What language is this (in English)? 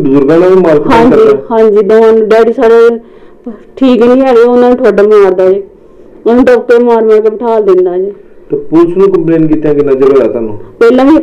Punjabi